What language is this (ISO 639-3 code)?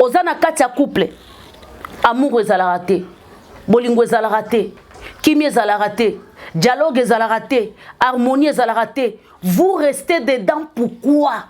lin